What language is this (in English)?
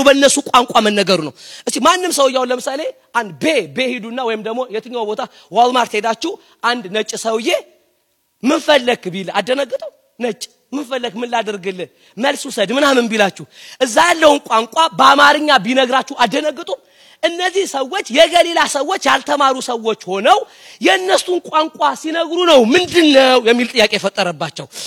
Amharic